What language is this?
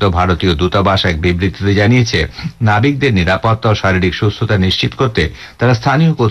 Bangla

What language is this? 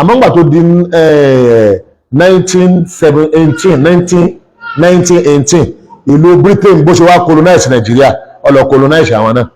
Yoruba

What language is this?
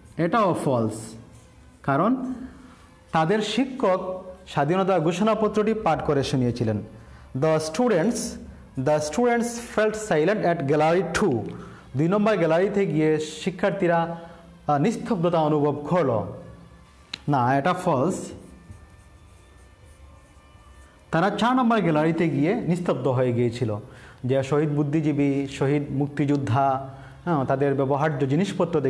Bangla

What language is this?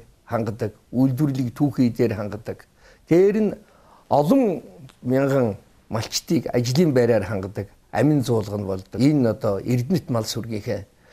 Mongolian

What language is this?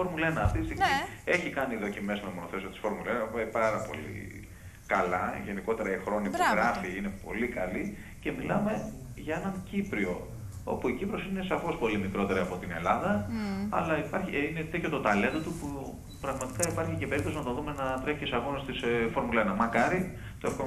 Greek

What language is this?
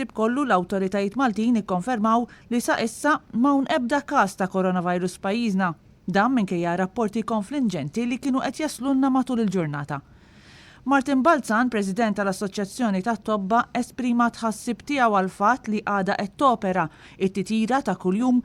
Maltese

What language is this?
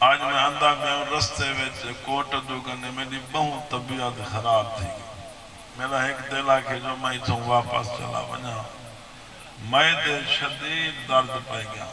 Saraiki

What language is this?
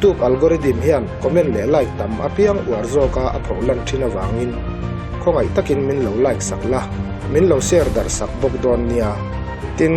Mizo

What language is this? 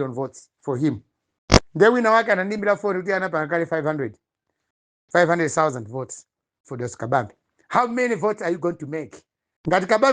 Nyanja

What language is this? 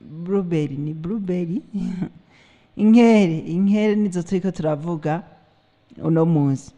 Rundi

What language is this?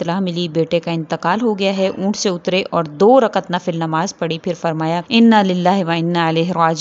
Urdu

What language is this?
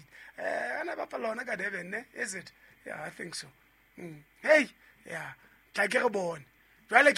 Southern Sotho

